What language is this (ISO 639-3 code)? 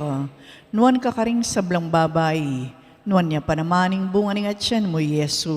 pam